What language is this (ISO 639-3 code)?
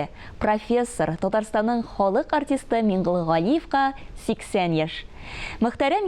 tat